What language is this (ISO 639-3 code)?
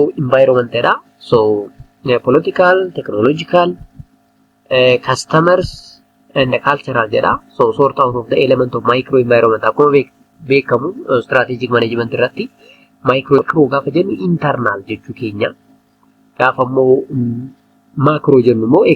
orm